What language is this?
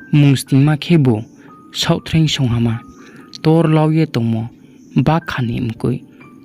Riang (India)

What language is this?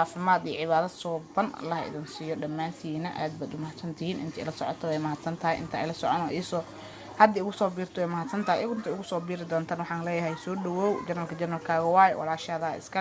Somali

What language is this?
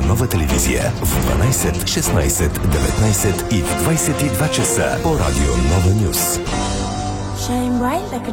Bulgarian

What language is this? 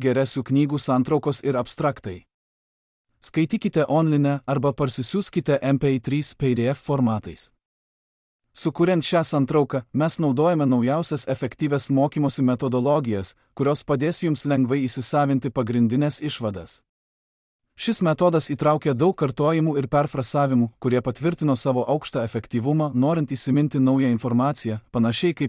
Lithuanian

